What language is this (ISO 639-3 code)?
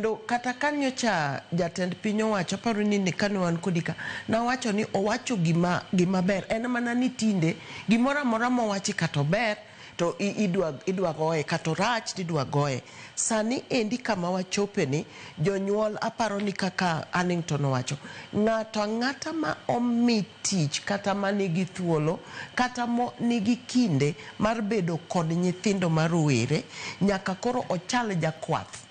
luo